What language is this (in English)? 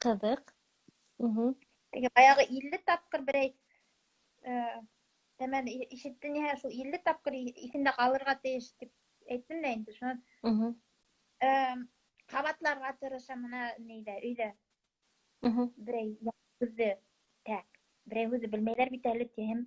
Bashkir